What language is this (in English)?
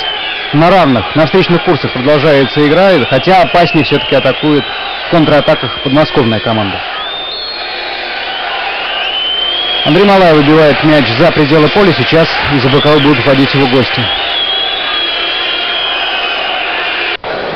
Russian